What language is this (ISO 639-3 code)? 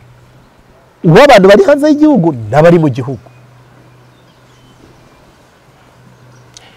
kin